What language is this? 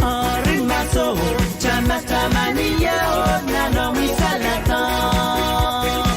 Pohnpeian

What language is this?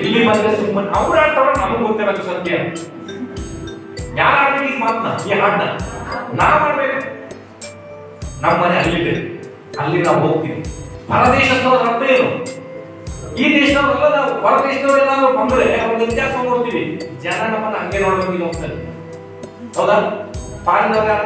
Kannada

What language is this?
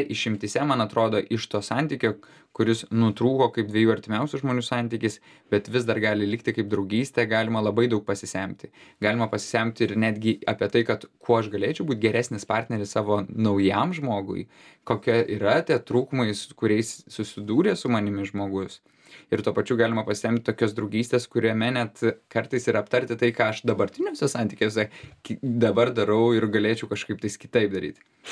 Lithuanian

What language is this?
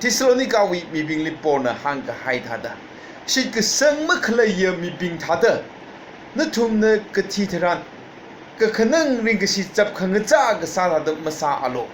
Tangkhul Naga (India)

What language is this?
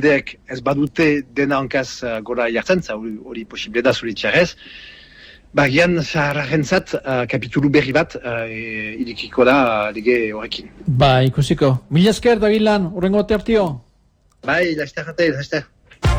Basque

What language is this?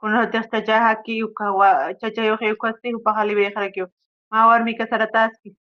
Aymara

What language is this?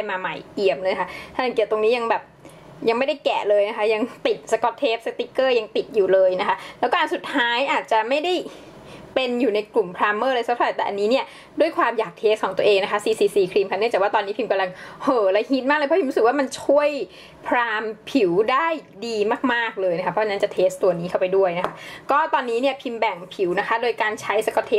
Thai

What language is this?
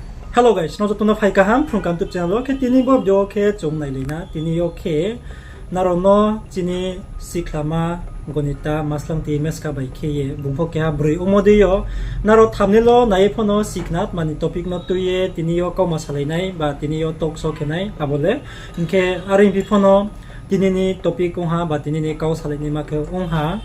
Riang (India)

